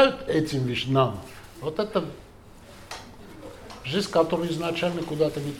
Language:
Russian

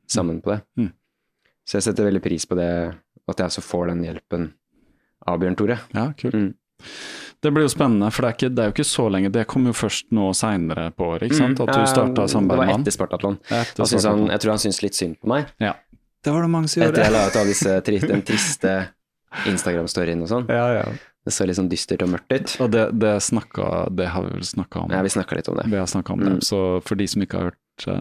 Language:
Norwegian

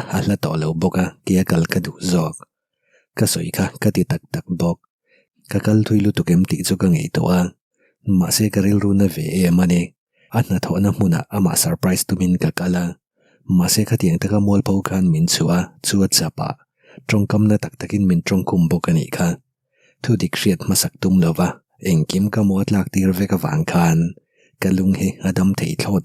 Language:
Mizo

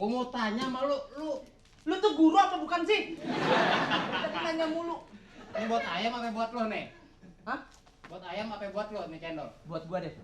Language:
Betawi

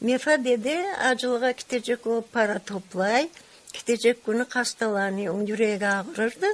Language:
Crimean Tatar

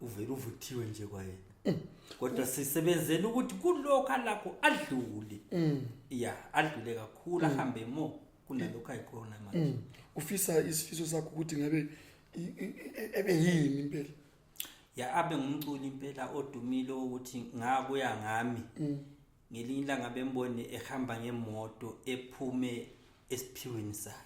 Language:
Zulu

